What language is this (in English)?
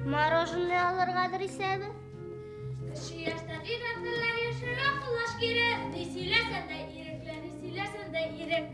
Bashkir